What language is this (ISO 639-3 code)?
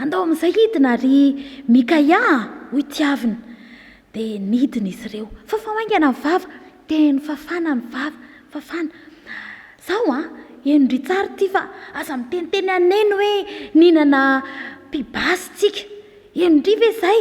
mlg